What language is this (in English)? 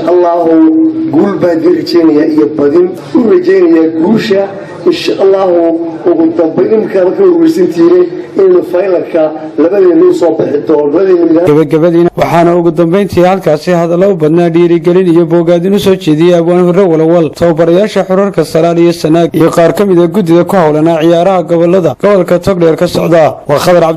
Somali